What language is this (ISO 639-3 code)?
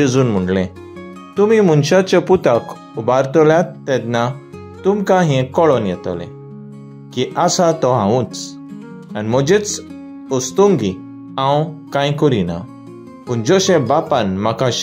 kok